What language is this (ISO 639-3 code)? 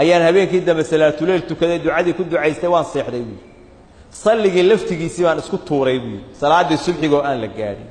som